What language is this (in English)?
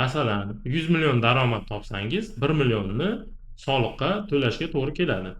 Uzbek